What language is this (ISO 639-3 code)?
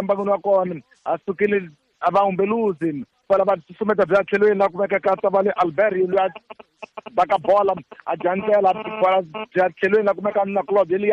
tso